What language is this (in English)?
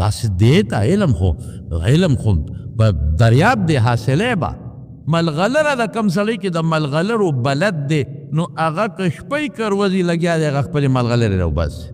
Pashto